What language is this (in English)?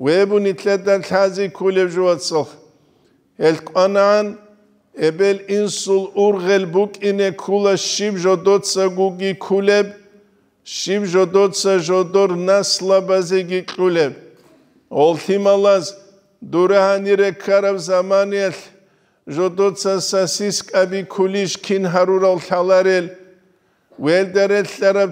Avaric